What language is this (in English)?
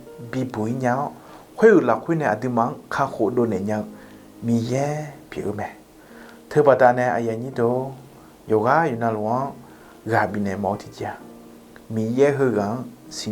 Akha